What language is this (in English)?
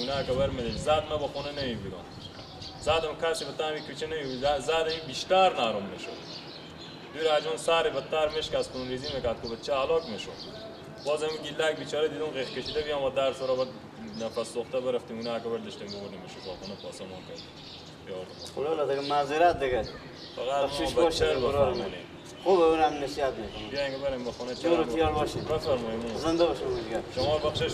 Persian